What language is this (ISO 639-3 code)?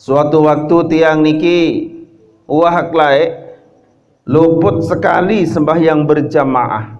sas